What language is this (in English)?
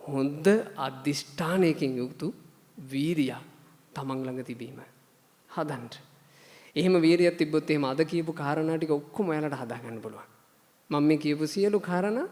Sinhala